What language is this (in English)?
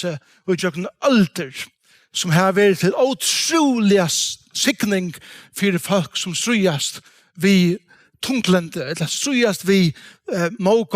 Faroese